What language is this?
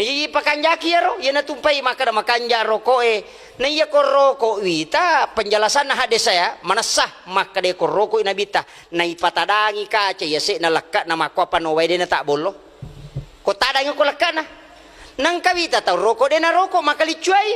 Buginese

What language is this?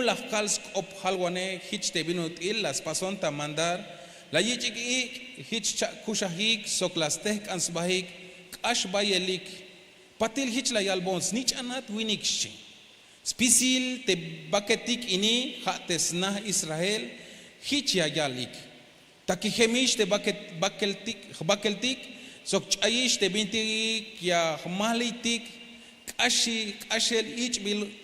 Tzeltal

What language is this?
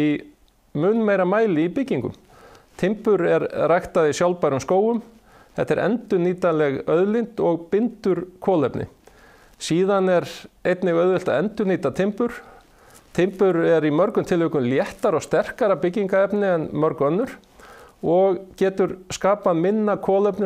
Icelandic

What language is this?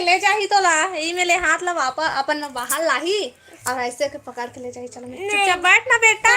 Chhattisgarhi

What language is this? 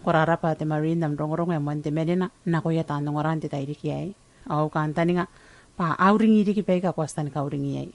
Gilbertese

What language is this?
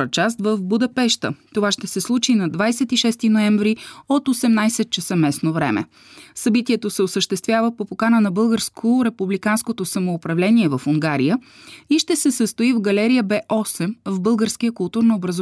Bulgarian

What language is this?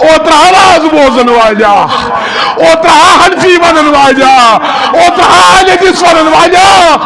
Kashmiri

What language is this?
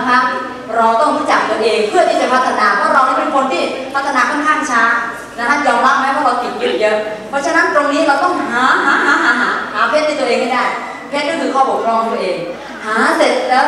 Thai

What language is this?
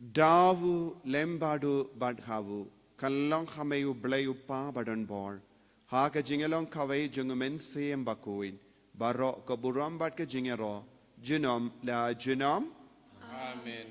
Khasi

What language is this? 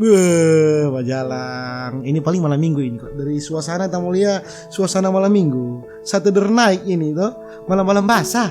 Manado Malay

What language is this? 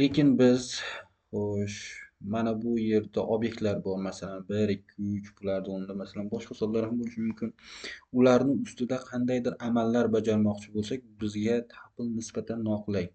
Uzbek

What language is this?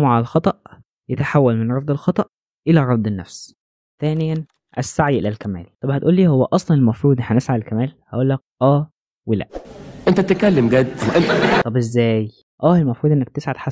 Egyptian Arabic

